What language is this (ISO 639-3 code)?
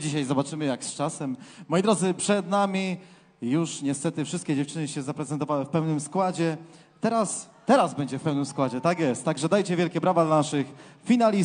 pol